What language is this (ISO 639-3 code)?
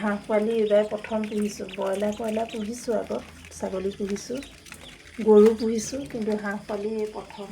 asm